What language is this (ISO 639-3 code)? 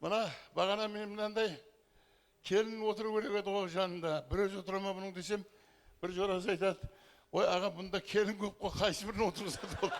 kaa